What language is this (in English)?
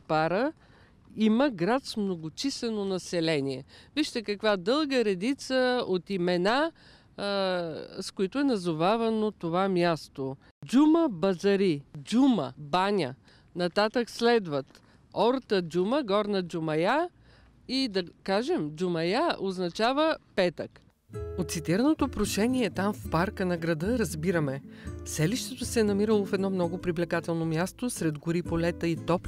Bulgarian